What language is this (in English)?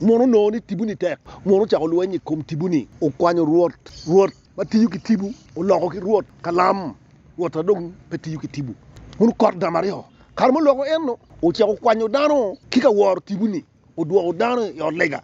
Acoli